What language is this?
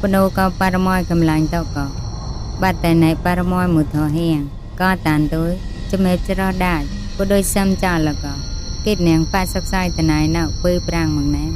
Mon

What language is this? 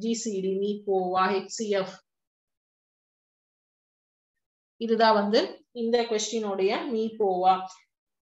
Tamil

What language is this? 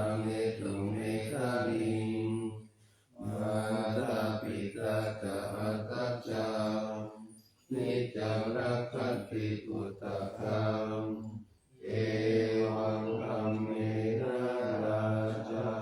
Pali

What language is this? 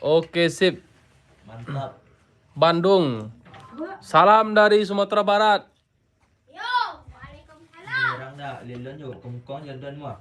Minangkabau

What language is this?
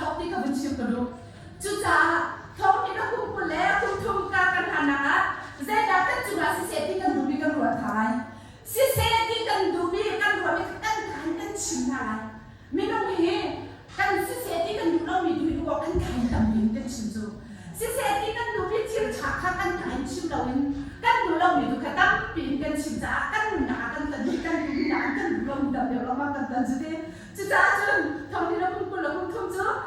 Hakha Chin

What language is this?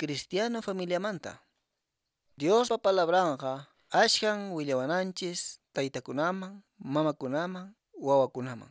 Quechua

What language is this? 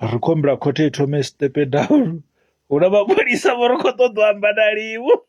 Venda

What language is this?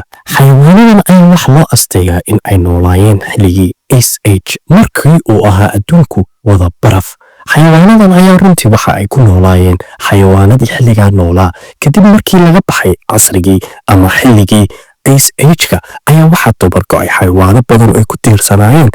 Somali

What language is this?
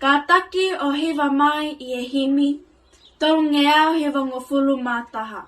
Tongan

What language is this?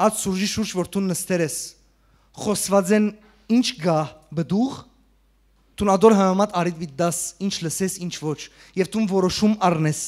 Western Armenian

